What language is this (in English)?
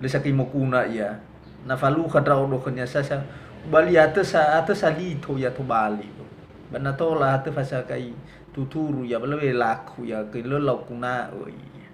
Nias